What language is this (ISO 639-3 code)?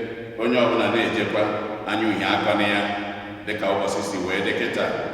ibo